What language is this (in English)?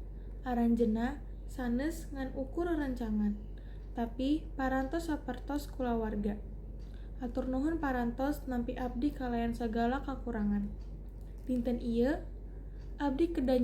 Sundanese